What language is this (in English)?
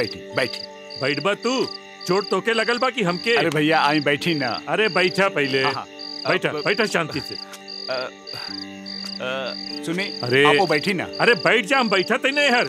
Bhojpuri